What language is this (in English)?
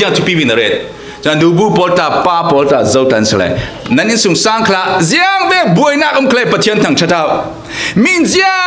Falam Chin